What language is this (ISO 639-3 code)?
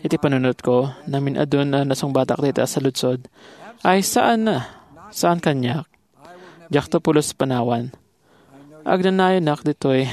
ilo